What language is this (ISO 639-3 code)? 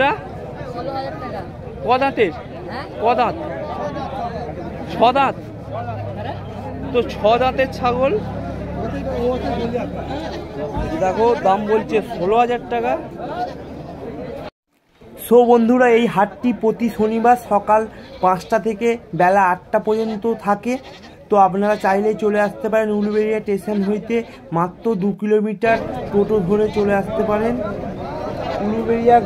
ben